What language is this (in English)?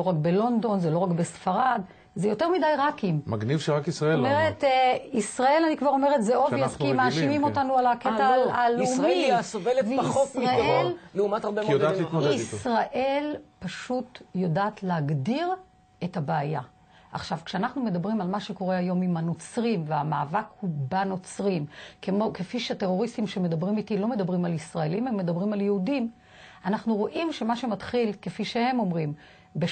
Hebrew